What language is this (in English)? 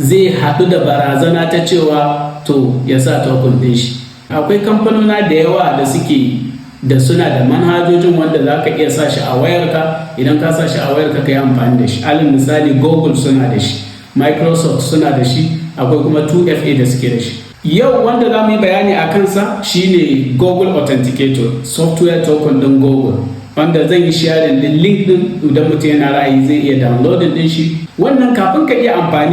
Hausa